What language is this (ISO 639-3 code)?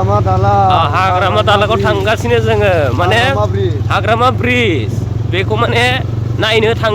brx